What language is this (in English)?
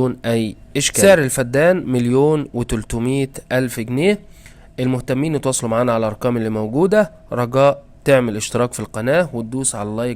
Egyptian Arabic